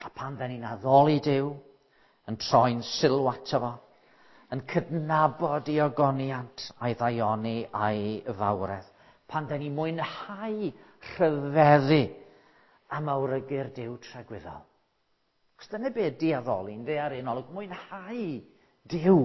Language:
Welsh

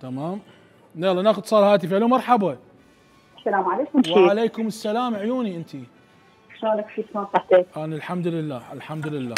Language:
Mesopotamian Arabic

